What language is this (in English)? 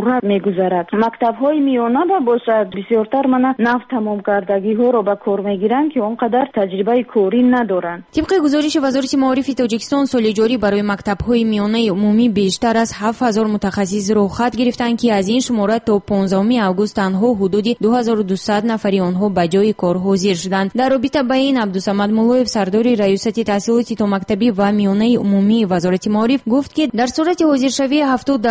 Persian